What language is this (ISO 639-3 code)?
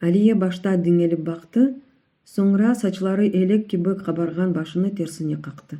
crh